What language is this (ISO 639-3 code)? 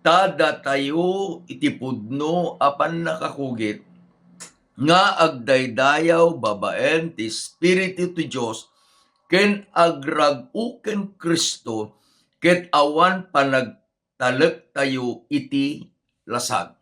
ilo